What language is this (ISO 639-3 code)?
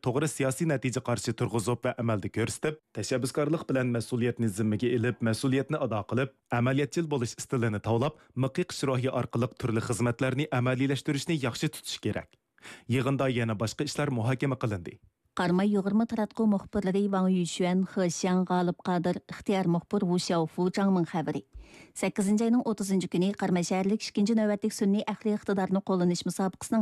uig